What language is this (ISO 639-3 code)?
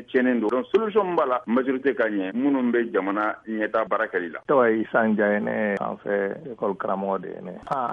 bam